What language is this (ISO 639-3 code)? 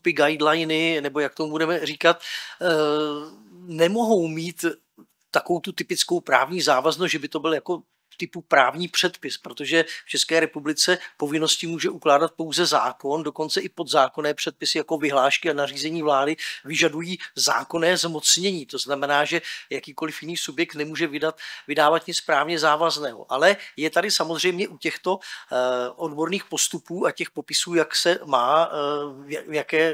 ces